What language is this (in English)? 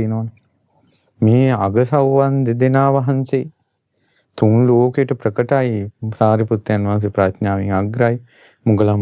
Sinhala